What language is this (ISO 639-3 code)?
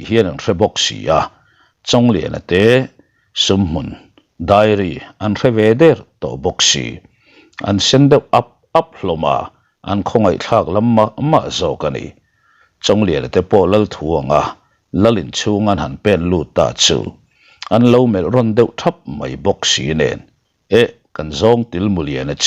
lus